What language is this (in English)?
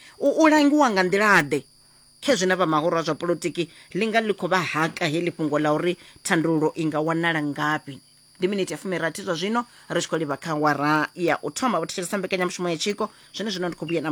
Venda